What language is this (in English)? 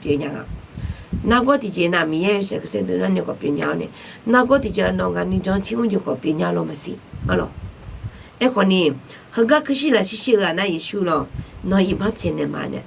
Akha